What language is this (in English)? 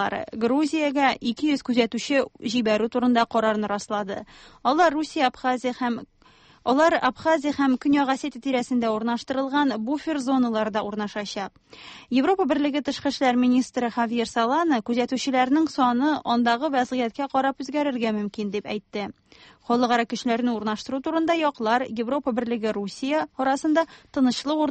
Tatar